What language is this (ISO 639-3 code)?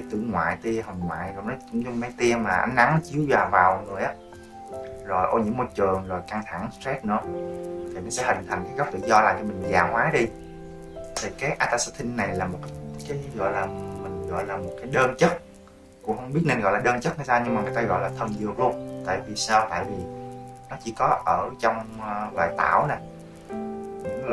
vie